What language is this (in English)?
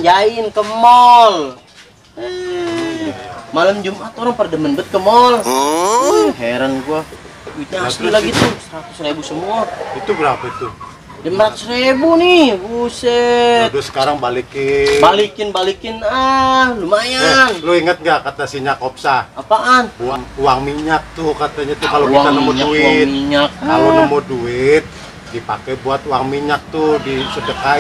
Betawi